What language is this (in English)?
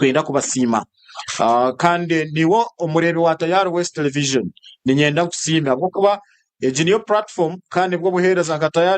Nyankole